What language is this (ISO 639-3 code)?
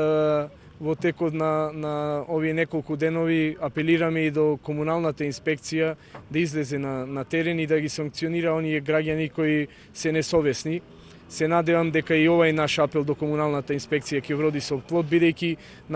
mkd